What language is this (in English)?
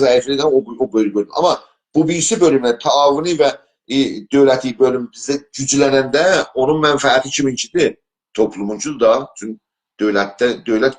South Azerbaijani